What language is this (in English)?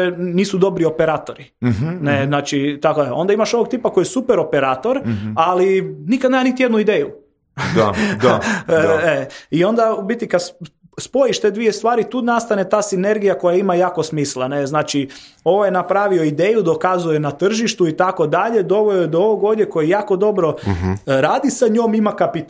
Croatian